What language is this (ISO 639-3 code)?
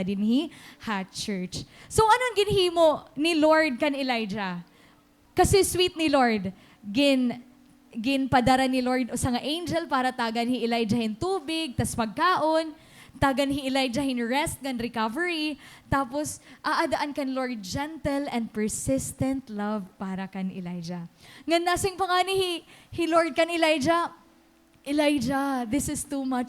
war